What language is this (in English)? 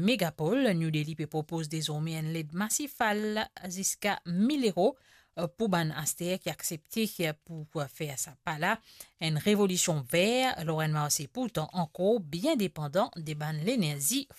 Morisyen